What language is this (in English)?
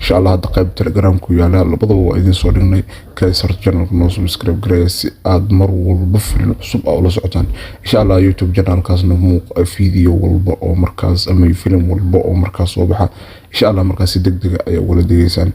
Somali